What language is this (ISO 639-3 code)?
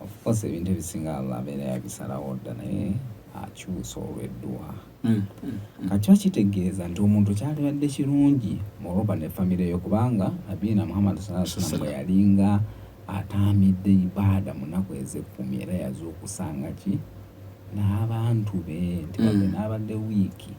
lug